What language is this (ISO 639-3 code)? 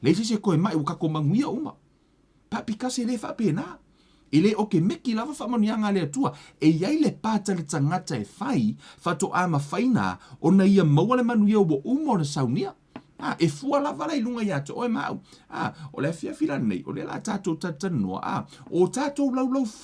smo